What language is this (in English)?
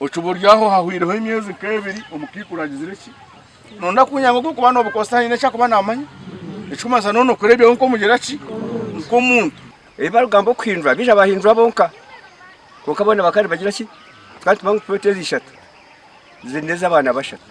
Nyankole